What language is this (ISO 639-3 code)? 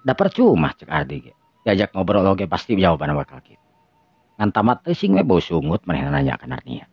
sun